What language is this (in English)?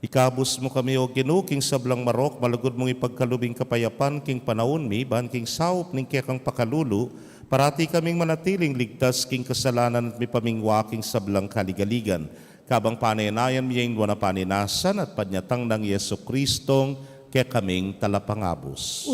Pampanga